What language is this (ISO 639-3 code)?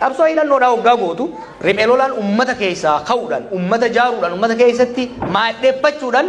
orm